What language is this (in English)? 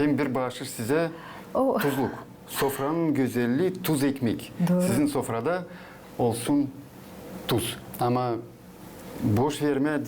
Gagauz